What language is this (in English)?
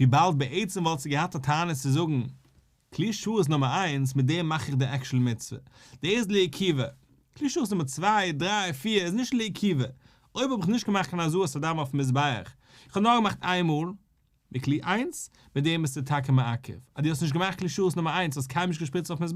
Yiddish